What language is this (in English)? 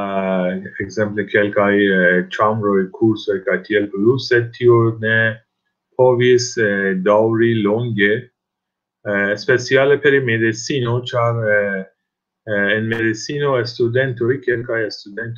Esperanto